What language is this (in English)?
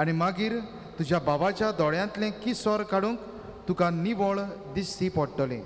Konkani